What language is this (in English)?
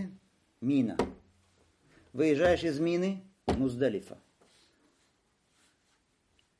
Russian